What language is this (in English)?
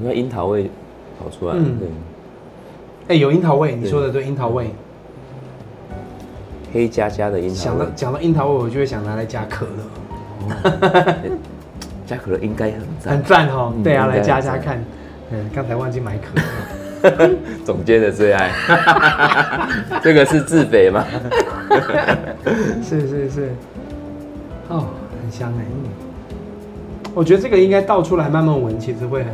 Chinese